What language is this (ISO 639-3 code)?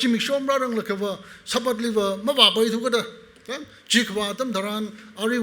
nmf